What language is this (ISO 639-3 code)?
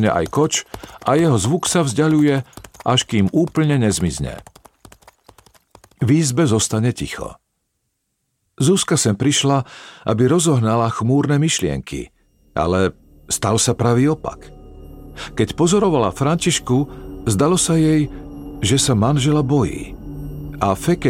slk